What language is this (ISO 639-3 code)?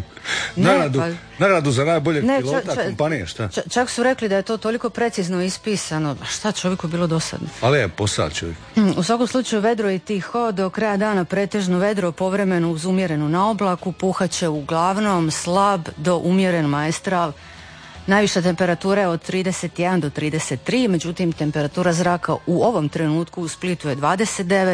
hrv